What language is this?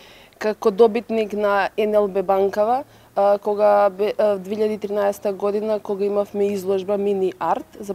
Macedonian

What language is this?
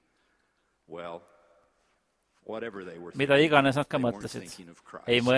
Estonian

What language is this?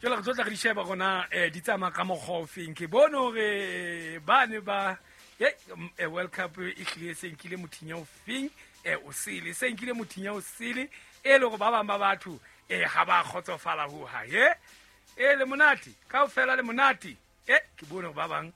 Southern Sotho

